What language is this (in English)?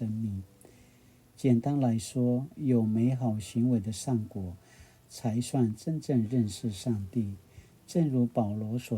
Paiwan